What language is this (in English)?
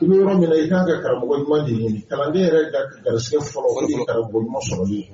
Bambara